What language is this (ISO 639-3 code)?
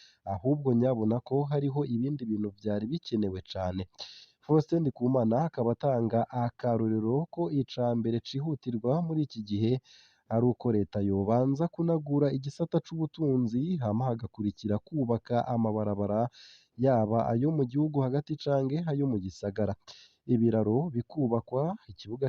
run